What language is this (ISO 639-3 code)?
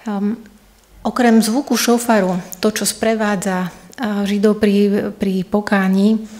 slk